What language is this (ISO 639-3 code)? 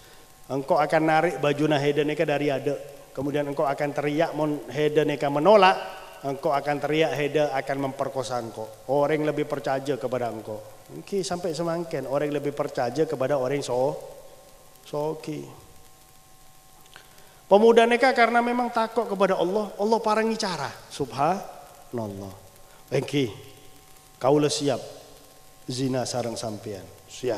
ind